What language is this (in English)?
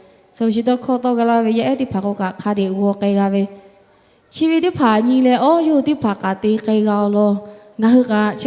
Lahu